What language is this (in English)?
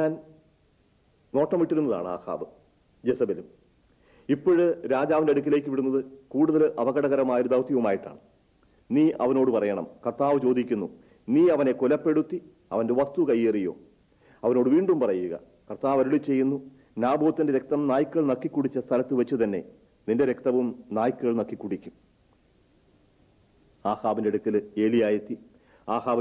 Malayalam